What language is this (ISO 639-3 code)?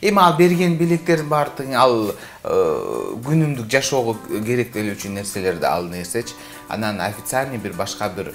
kir